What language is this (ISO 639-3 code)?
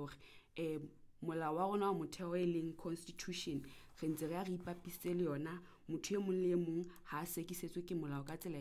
sot